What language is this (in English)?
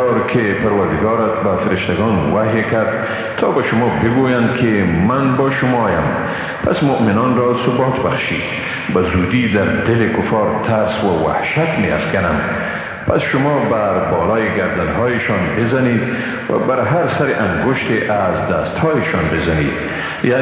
Persian